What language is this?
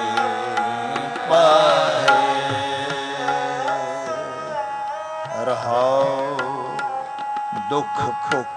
Punjabi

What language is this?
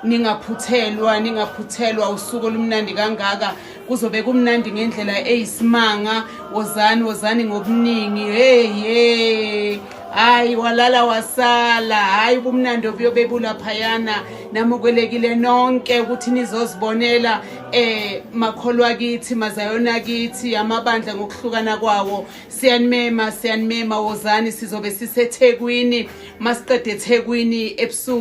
Zulu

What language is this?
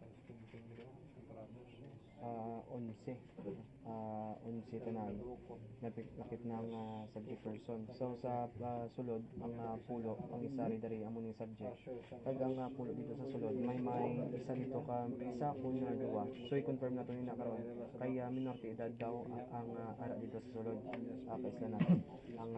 Hiligaynon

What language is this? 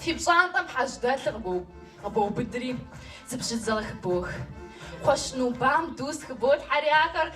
Kabardian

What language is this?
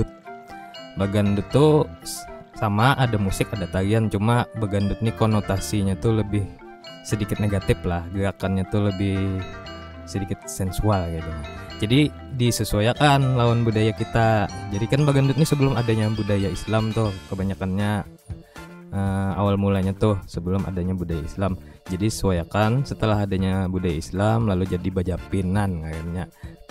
Banjar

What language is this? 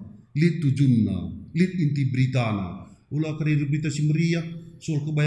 Batak Karo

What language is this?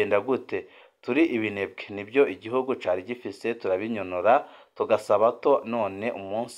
Rundi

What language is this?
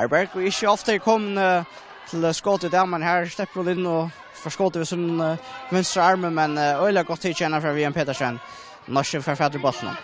Faroese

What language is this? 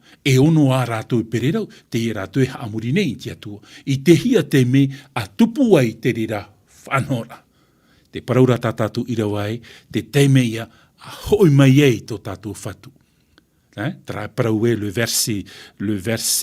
Tahitian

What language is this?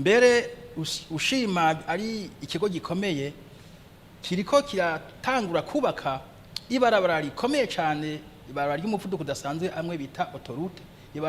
Rundi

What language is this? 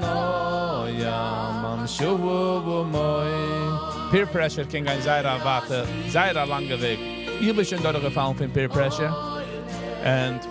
Yiddish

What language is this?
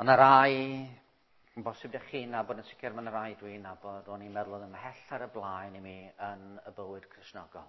Welsh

